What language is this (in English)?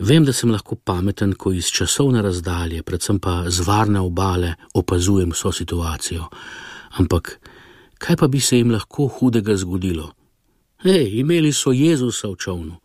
Slovenian